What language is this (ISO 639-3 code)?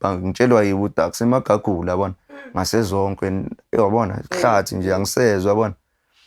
zul